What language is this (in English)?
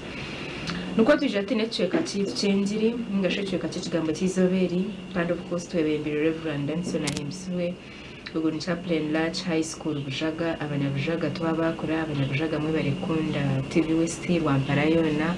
Nyankole